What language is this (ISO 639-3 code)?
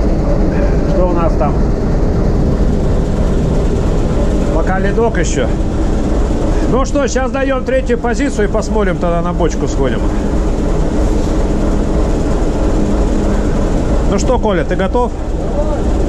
rus